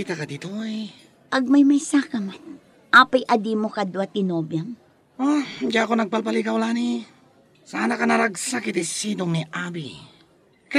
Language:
Iloko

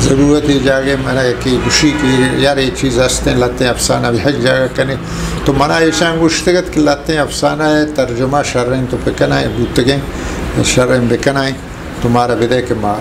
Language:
Eastern Balochi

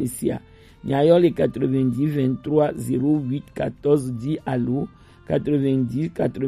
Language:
Gen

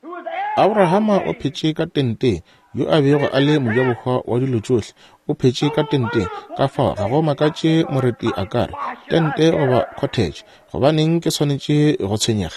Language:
Northern Sotho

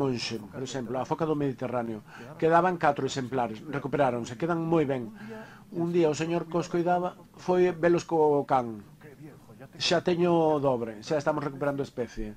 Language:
Galician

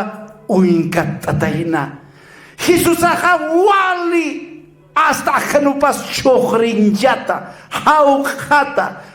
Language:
Aymara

